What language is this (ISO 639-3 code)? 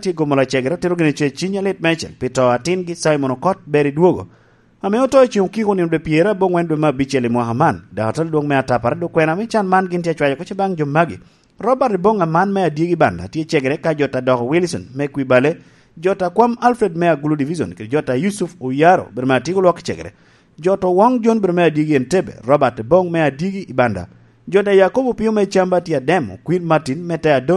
laj